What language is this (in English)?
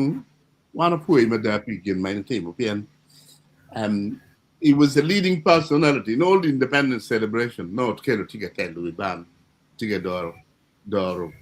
Acoli